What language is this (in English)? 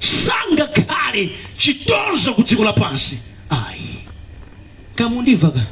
Nyanja